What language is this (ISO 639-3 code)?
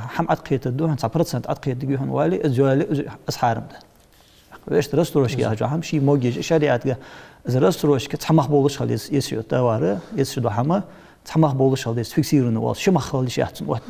inh